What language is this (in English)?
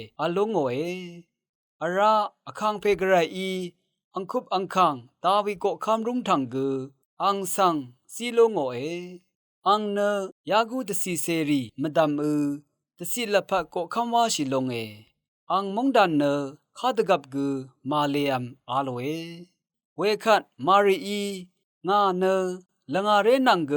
Rawang